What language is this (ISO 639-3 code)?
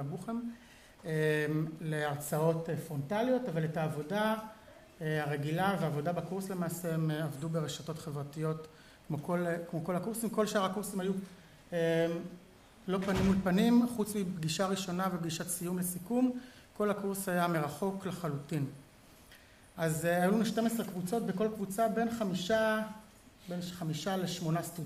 heb